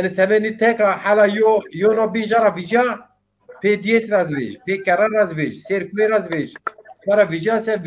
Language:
Zaza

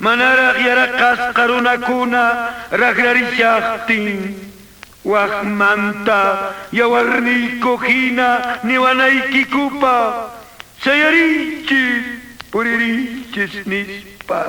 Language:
Quechua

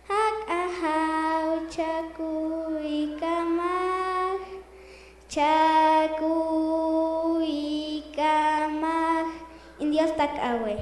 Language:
Poqomchi'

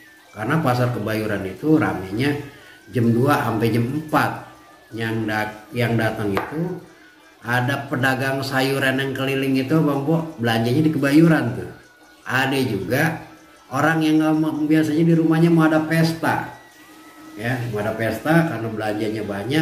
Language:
Betawi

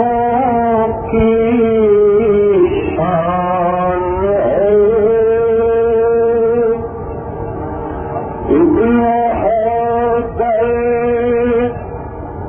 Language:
Urdu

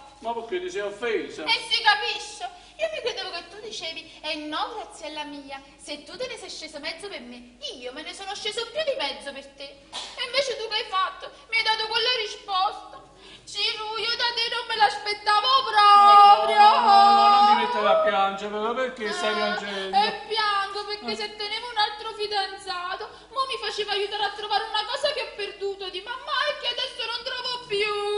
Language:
Neapolitan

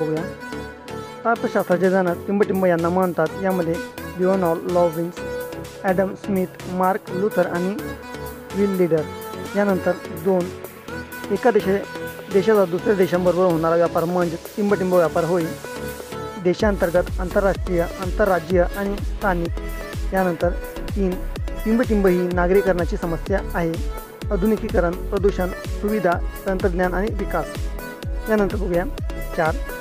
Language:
Marathi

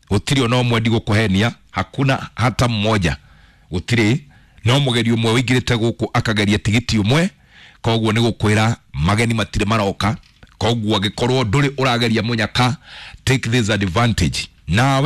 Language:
Kikuyu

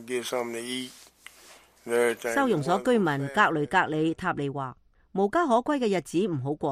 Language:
Cantonese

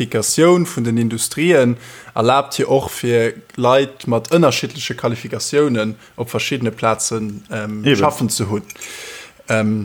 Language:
Luxembourgish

